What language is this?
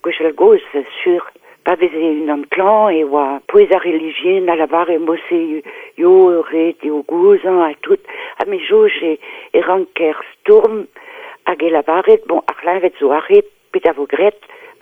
Breton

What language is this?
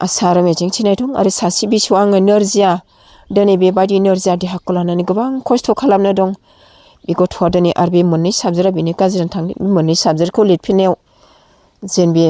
Bodo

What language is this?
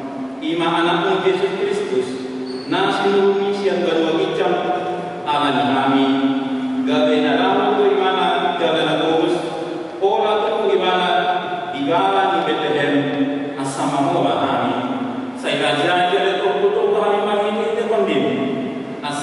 Batak Toba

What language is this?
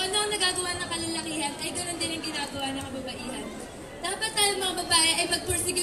Filipino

